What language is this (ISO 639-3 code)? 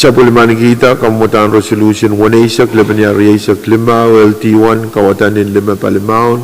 pon